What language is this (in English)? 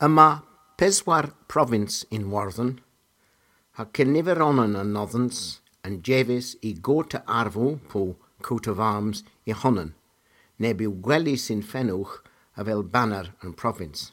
Cornish